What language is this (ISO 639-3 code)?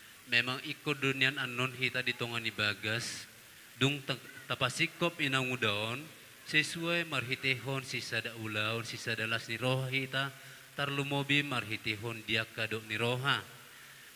bbc